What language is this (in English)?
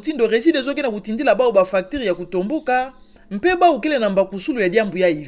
Kituba (Democratic Republic of Congo)